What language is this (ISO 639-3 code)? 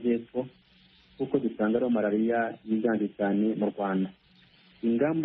kin